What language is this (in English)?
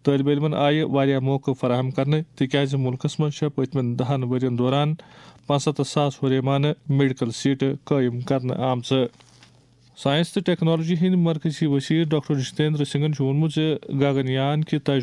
Kashmiri